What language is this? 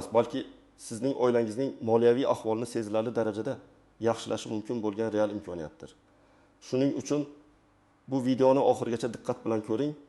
Uzbek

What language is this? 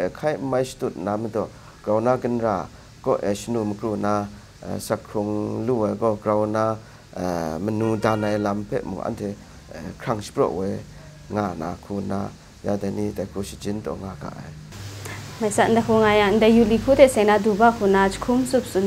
Kachin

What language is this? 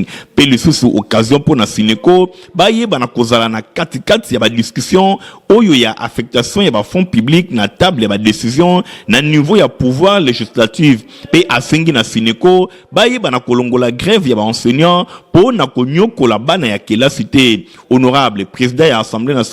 Lingala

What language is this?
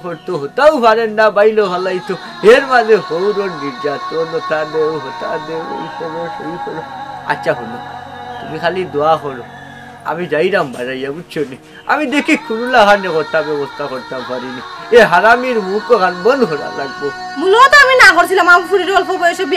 Sylheti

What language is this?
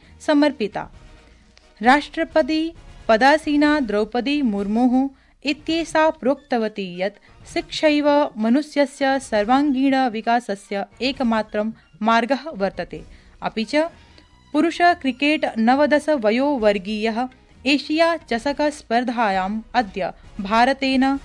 Sanskrit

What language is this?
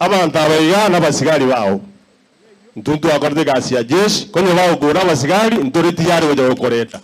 Gusii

